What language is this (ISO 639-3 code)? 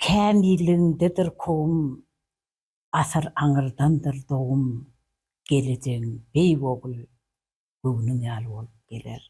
tuk